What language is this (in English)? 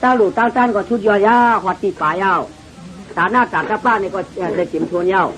Shan